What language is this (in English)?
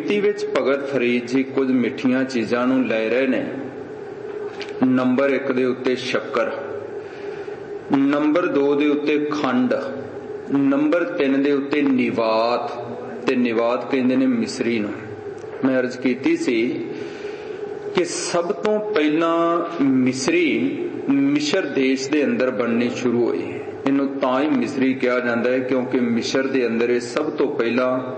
Punjabi